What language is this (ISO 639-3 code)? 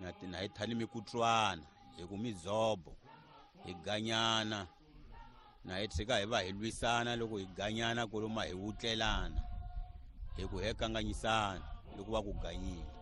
tso